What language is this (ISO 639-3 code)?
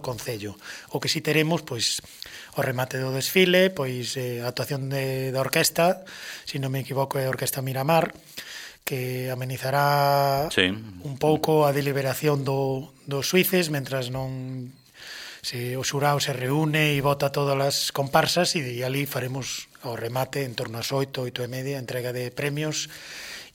glg